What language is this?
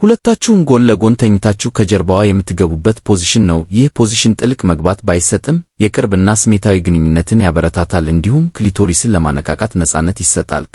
Amharic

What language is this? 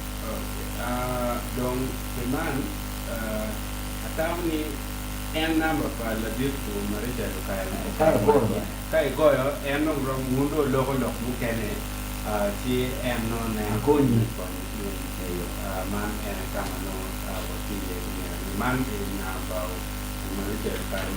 Acoli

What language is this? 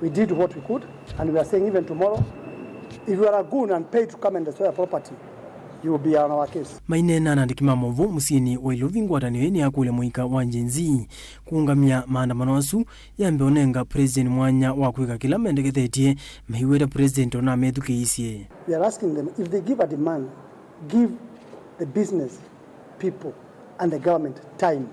Kamba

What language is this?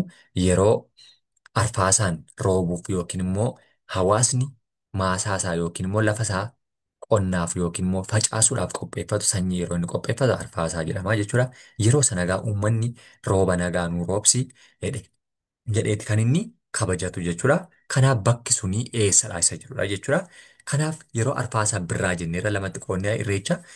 Oromo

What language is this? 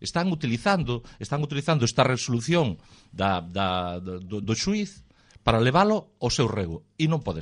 Galician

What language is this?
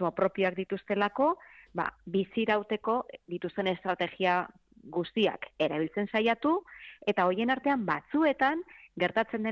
Basque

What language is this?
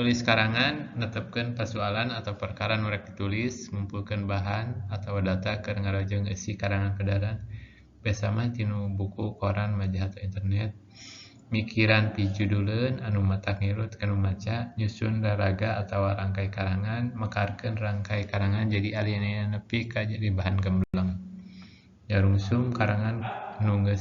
Sundanese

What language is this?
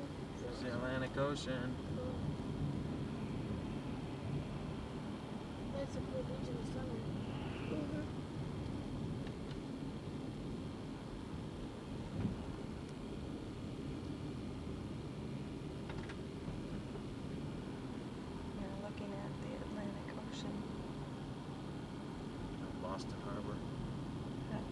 English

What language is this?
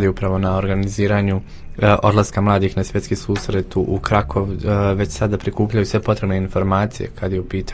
Croatian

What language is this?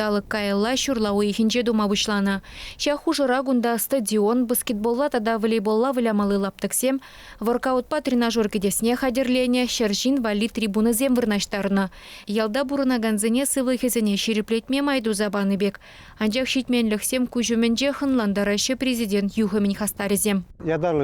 Chuvash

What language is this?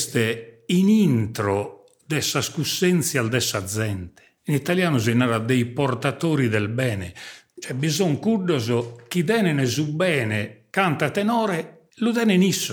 Sardinian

